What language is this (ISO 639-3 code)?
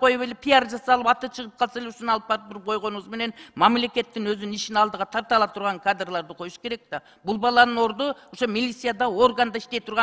kir